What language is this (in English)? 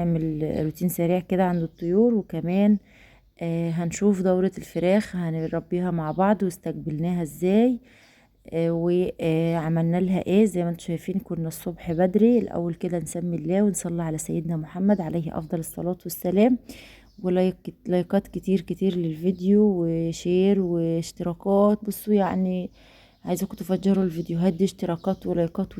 Egyptian Arabic